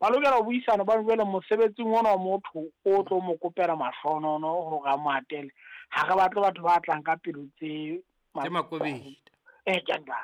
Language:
Southern Sotho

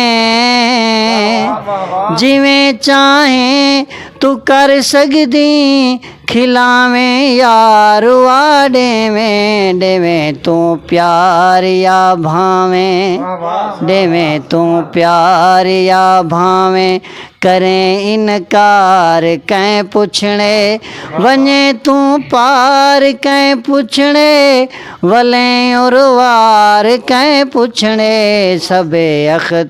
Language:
Saraiki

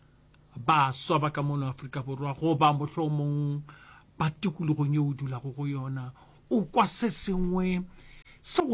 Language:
Northern Sotho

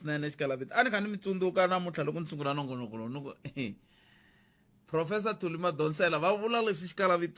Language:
Tsonga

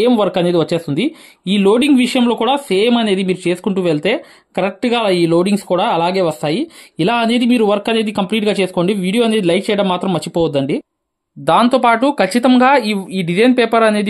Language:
Telugu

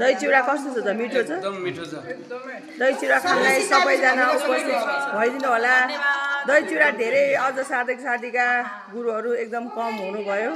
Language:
Nepali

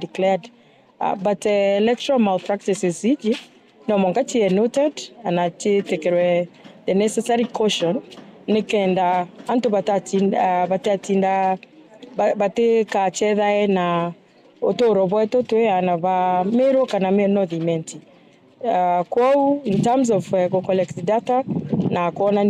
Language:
Meru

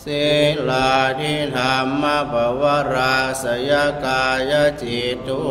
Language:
Pali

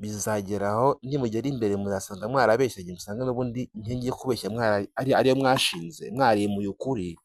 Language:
Kinyarwanda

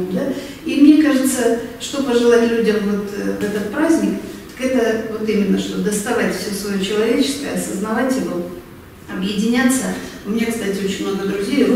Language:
Russian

